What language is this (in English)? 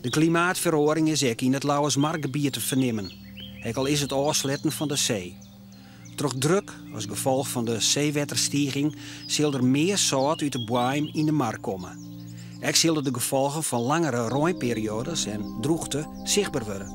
Western Frisian